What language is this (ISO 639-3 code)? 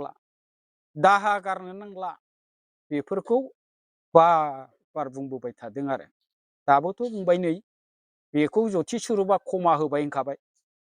brx